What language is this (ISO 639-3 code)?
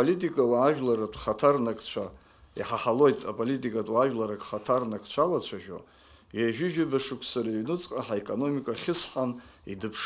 abk